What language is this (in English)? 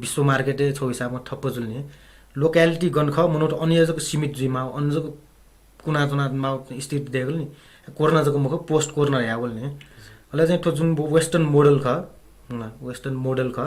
Newari